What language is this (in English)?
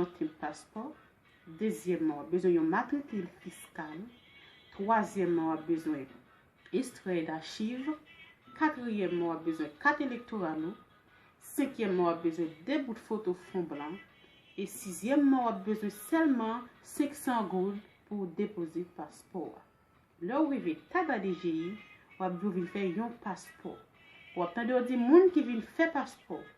Haitian Creole